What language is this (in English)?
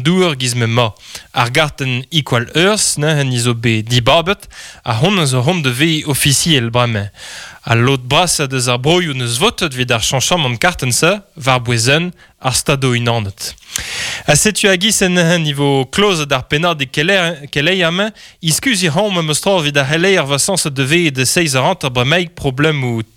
Breton